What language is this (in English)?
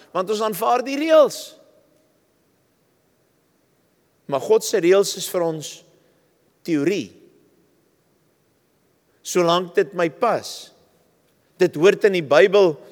Afrikaans